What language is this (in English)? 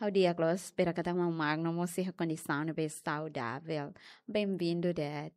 Tetum